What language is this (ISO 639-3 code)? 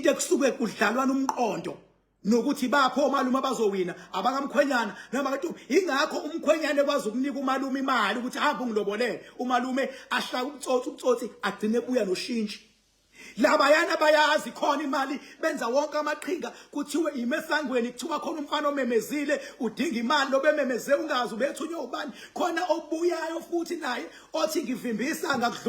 zul